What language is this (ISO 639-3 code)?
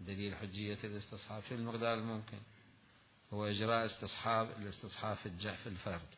acm